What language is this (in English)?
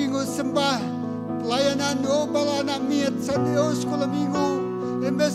Iban